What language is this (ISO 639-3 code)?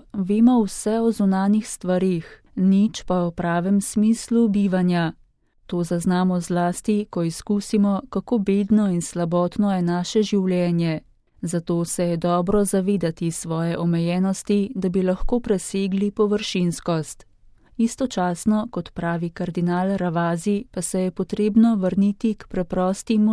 slv